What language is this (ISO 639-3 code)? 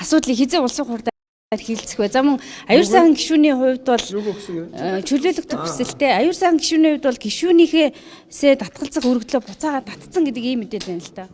mon